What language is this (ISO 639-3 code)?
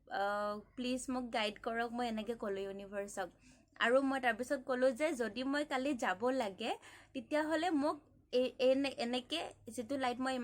asm